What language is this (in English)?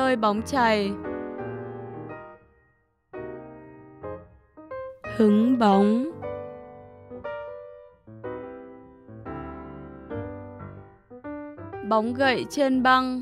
Vietnamese